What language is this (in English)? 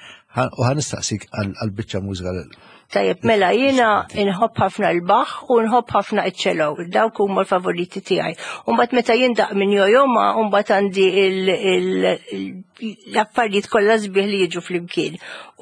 Maltese